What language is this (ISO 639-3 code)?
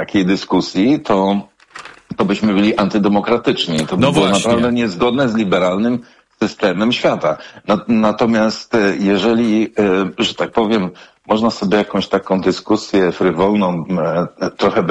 pol